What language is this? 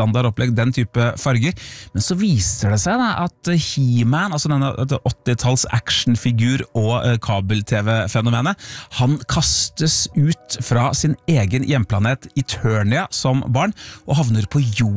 Norwegian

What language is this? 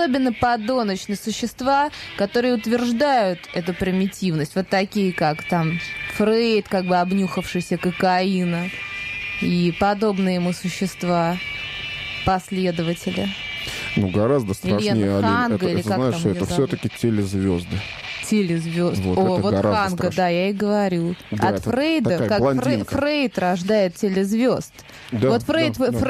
Russian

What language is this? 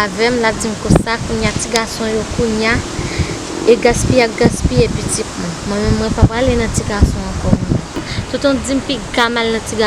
Haitian Creole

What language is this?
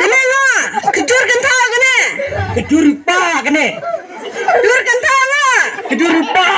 Khasi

